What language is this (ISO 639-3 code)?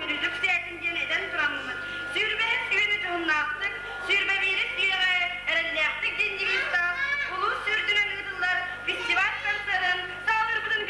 sah